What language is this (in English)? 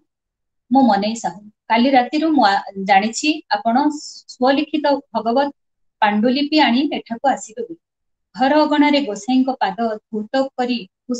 Odia